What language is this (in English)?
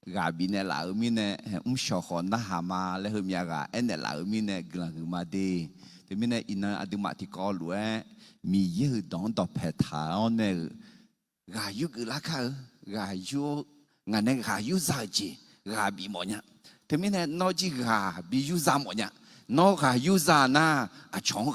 Akha